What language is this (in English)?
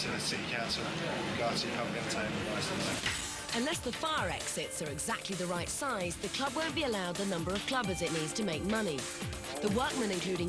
English